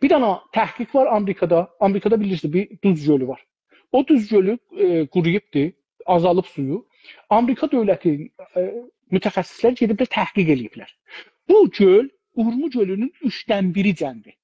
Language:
South Azerbaijani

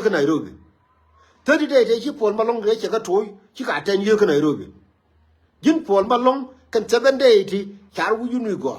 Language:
Nuer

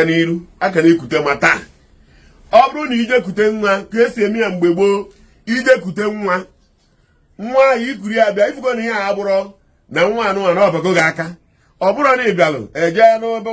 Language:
Igbo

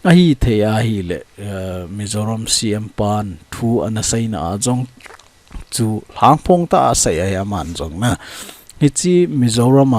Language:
Thado Chin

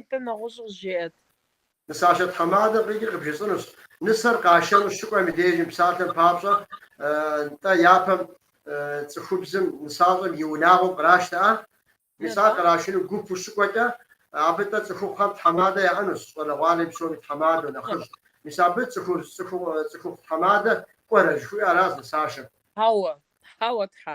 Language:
Kabardian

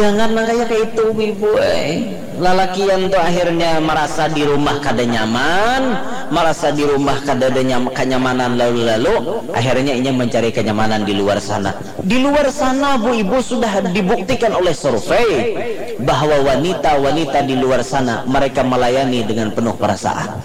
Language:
Banjar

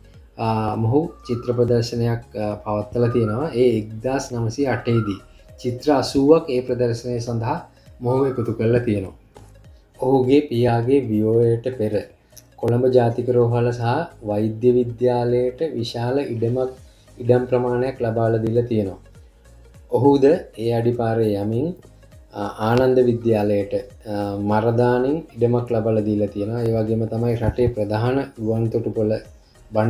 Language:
Sinhala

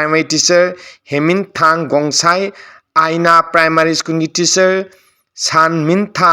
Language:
Manipuri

